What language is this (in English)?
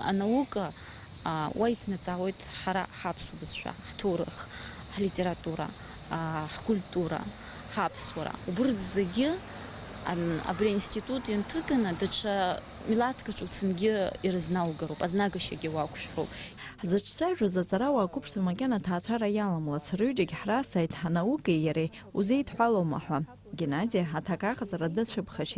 Abkhazian